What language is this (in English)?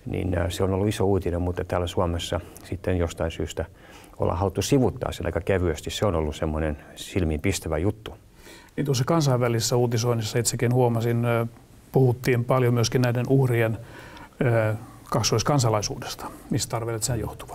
Finnish